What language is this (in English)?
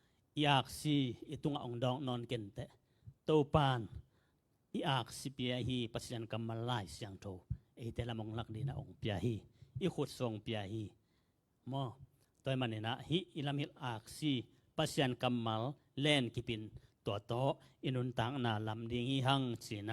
Tedim Chin